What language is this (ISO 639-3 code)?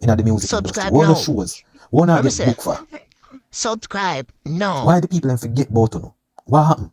jam